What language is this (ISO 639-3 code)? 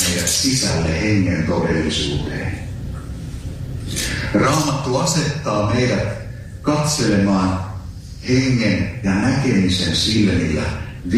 fin